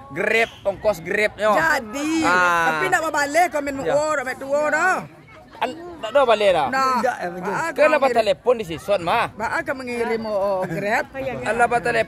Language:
Minangkabau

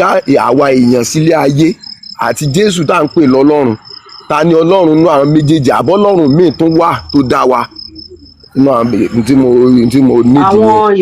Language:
Yoruba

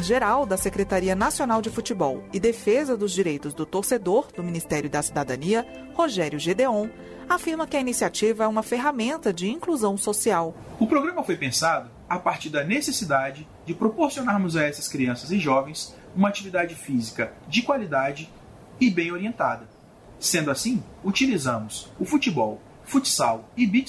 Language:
Portuguese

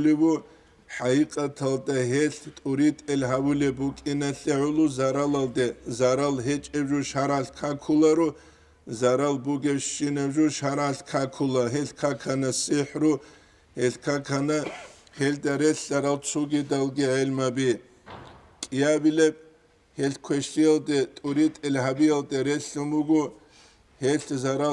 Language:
Avaric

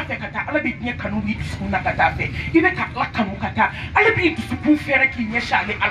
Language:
Bambara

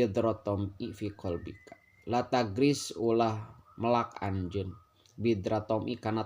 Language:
Sundanese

